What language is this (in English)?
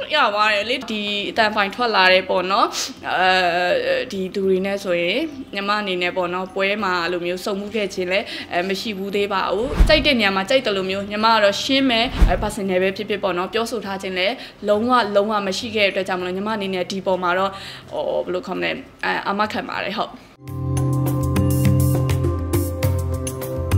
Burmese